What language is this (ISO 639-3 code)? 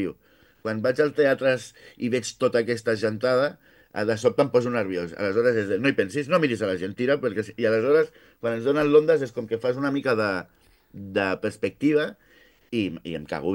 cat